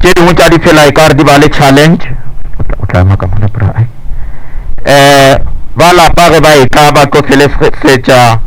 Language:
Northern Sotho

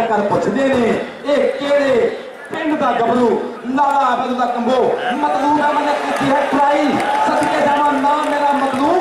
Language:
Punjabi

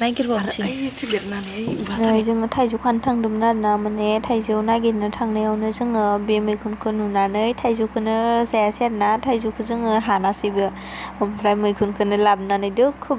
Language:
Bodo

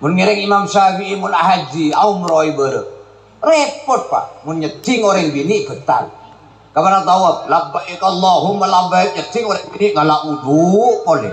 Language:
Madurese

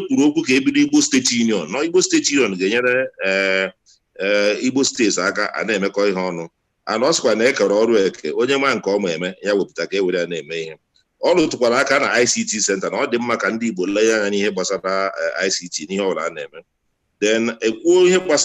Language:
Igbo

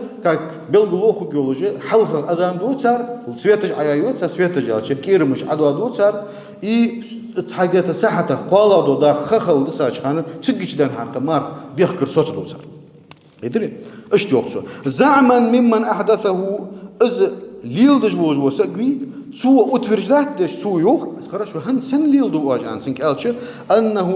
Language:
Ingush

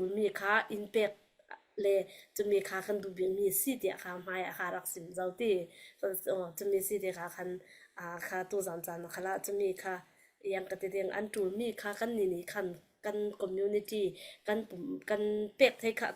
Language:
Falam Chin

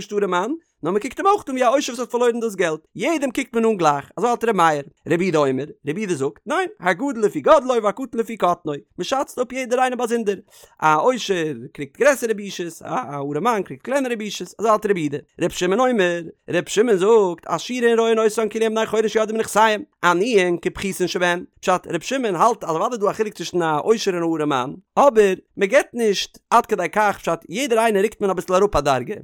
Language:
Yiddish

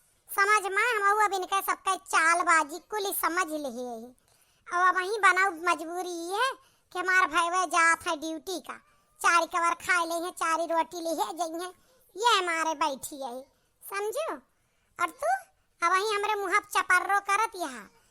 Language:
Awadhi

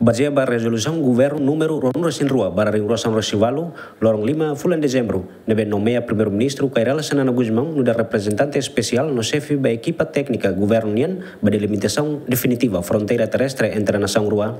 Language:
Tetum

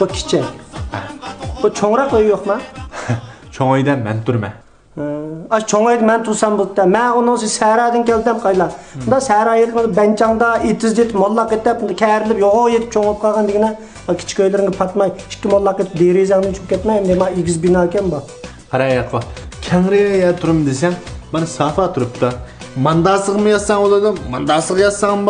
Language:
Uyghur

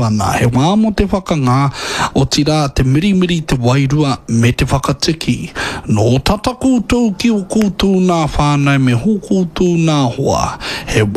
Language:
Māori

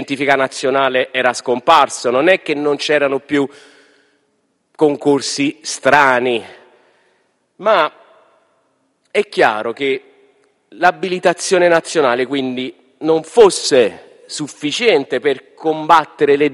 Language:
Italian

